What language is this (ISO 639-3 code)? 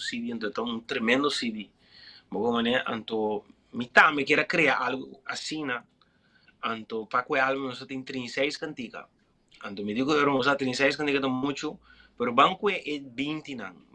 pap